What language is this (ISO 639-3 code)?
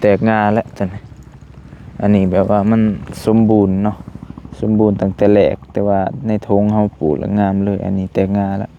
lao